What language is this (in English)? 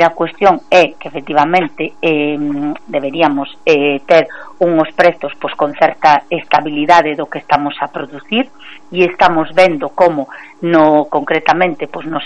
Galician